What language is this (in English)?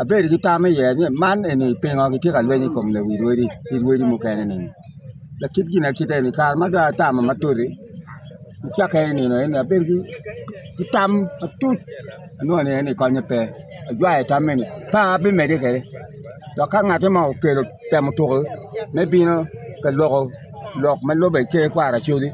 Acoli